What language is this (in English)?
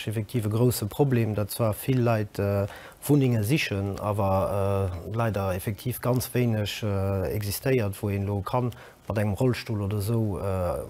Luxembourgish